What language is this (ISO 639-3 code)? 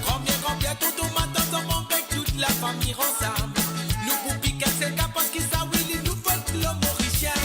mfe